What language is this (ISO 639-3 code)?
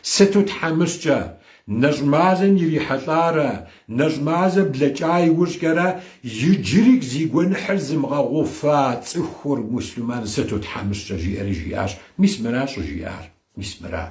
kbd